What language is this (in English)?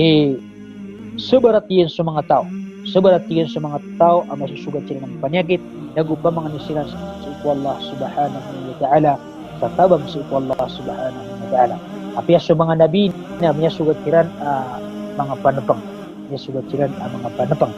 Maranao